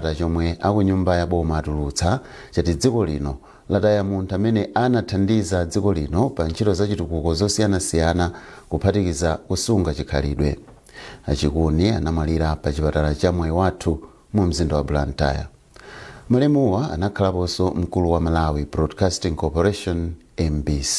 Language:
Nyanja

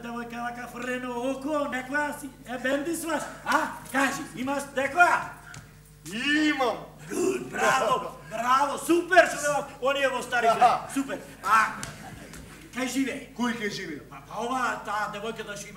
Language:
Macedonian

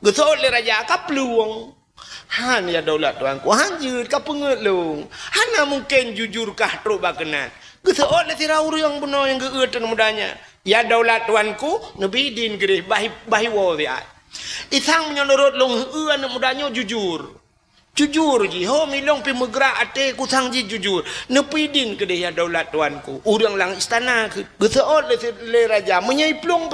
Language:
Achinese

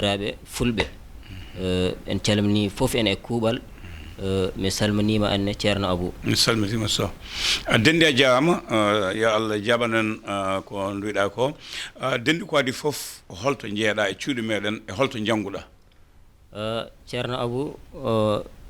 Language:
Fula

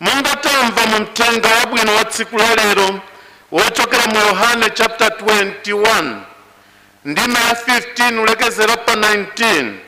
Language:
Nyanja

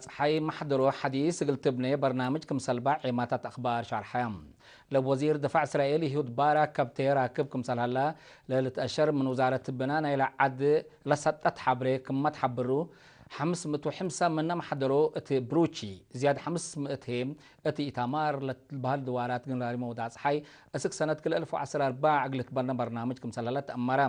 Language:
Tigre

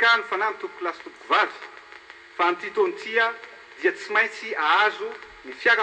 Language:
Malagasy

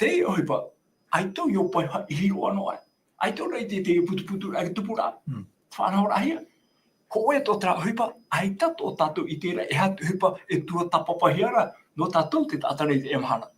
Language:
Tahitian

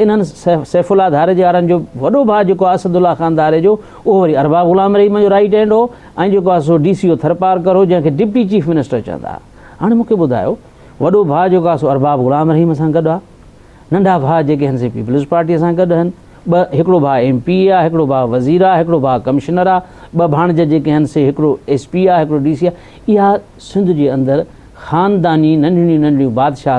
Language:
Sindhi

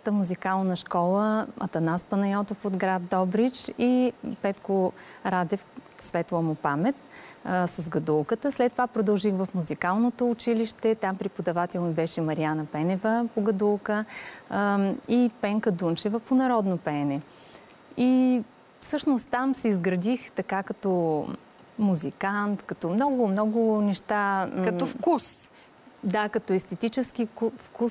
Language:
Bulgarian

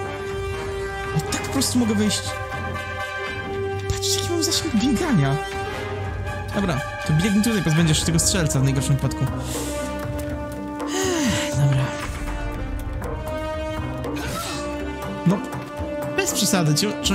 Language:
Polish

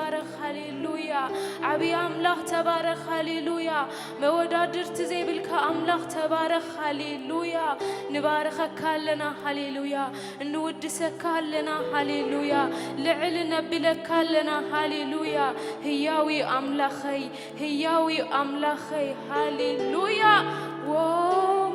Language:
Tigrinya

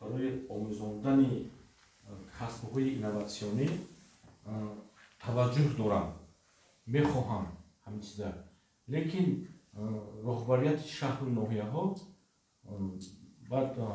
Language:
Tajik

